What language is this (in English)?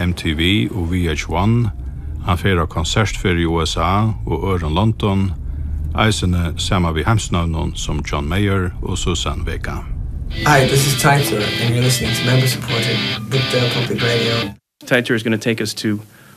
Faroese